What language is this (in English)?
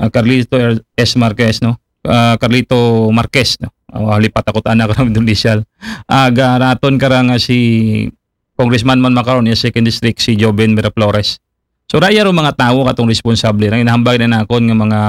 Aklanon